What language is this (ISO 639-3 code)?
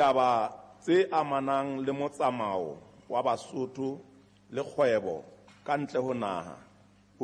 sot